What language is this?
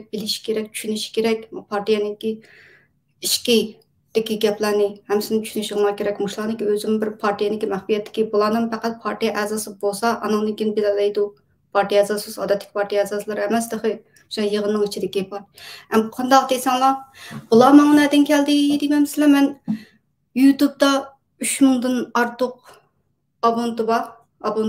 Uyghur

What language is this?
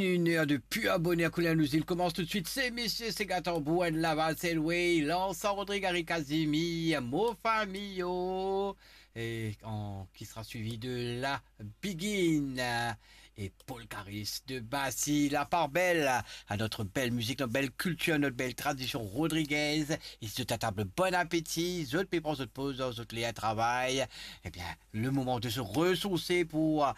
Morisyen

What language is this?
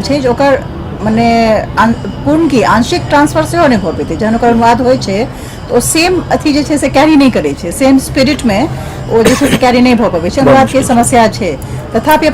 Maithili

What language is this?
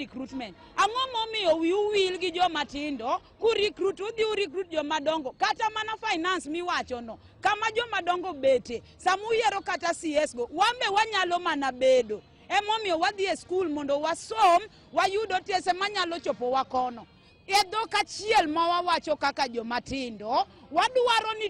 Luo (Kenya and Tanzania)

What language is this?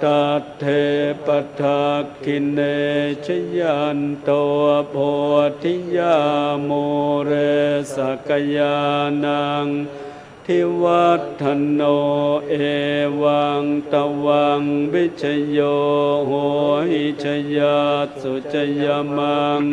Pali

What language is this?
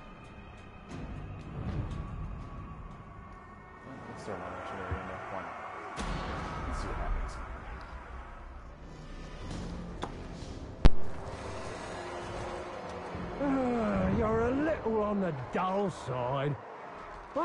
English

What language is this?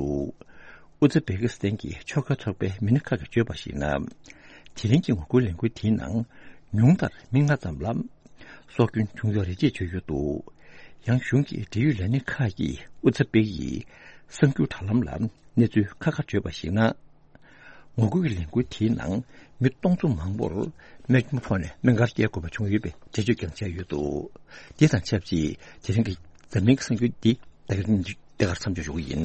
Tibetan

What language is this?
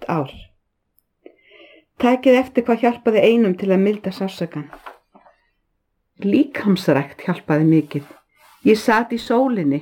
Icelandic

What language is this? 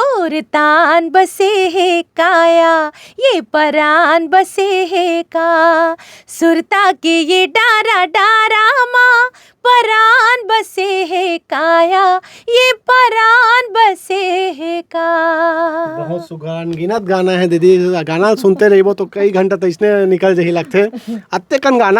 Chhattisgarhi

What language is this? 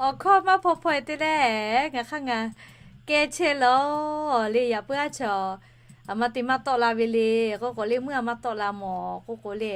Lahu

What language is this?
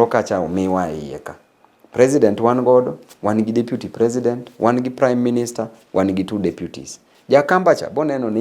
Luo (Kenya and Tanzania)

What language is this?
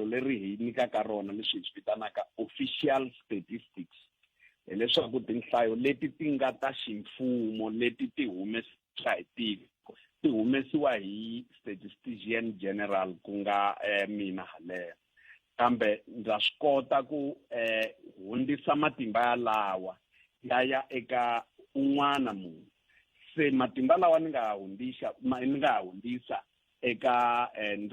Tsonga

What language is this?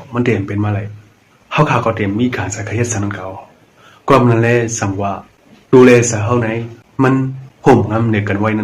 Shan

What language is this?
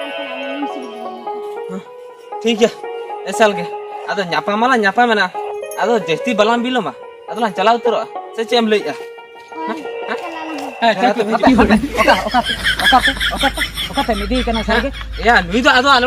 Santali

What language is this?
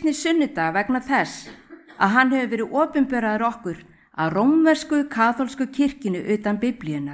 Icelandic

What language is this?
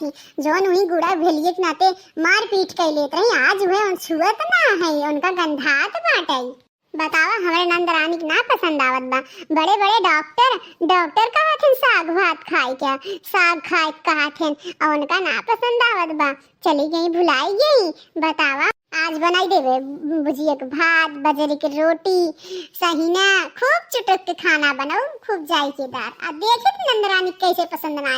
Awadhi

